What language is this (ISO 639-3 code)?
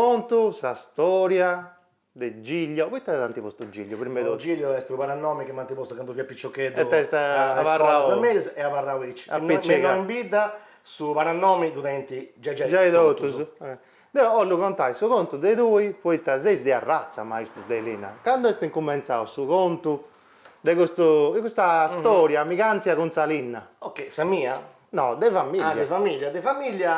srd